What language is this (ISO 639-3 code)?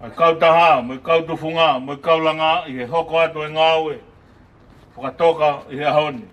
ton